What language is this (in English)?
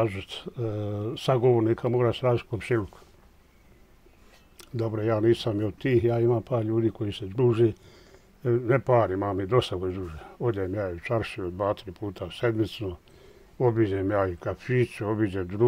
Bosnian